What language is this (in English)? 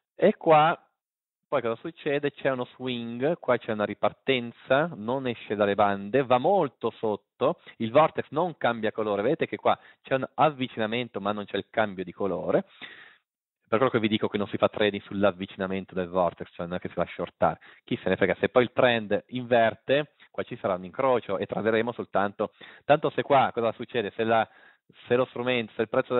Italian